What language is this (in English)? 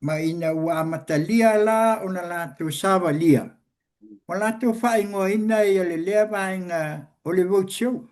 Samoan